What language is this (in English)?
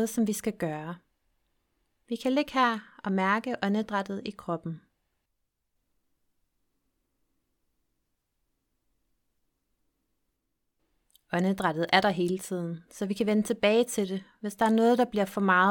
Danish